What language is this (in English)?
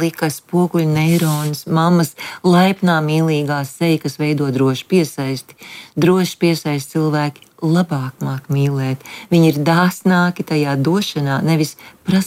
Latvian